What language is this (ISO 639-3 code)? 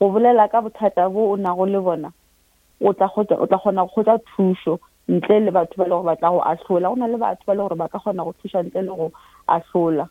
nso